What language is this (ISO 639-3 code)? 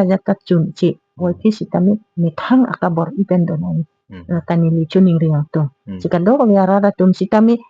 mjw